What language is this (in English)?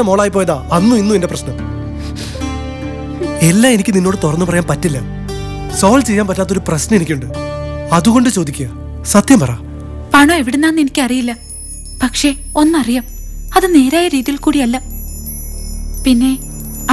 Malayalam